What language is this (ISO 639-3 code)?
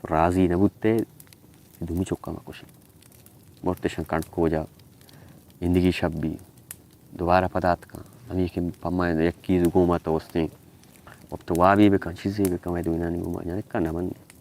bal